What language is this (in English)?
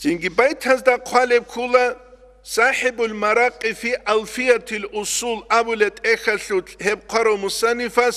Avaric